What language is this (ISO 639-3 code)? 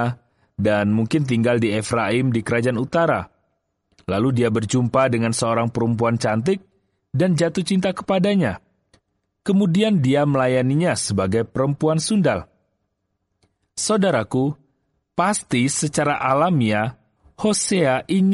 ind